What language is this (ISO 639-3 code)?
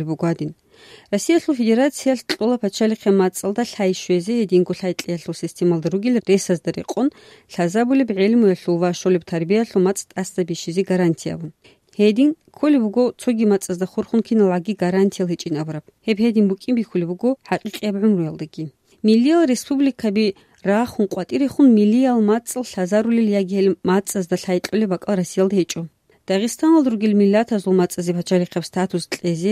ava